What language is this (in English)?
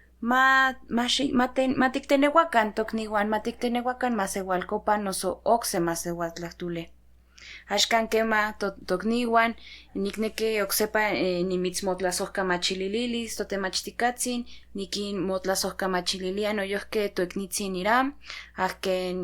Central Nahuatl